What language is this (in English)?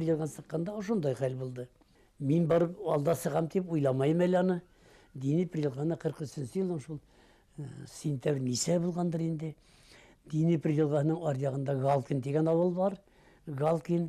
Bashkir